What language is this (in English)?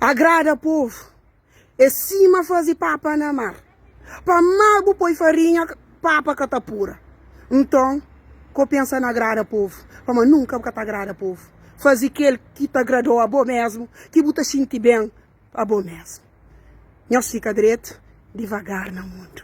Kabuverdianu